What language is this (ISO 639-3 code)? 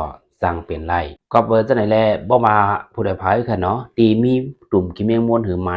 shn